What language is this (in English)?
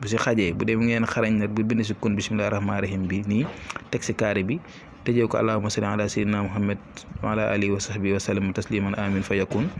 Wolof